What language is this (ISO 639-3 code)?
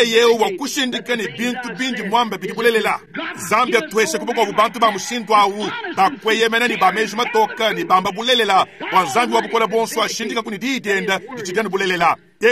lua